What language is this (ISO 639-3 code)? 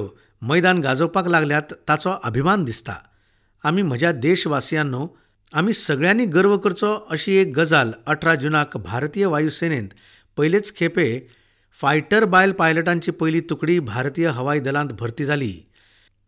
kok